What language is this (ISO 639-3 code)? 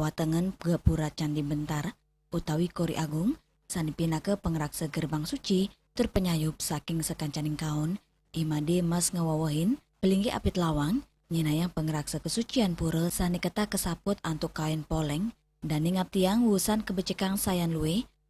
ban